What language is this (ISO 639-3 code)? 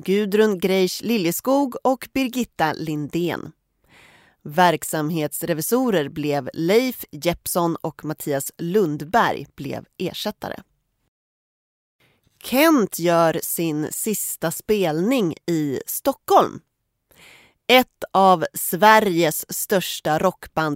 swe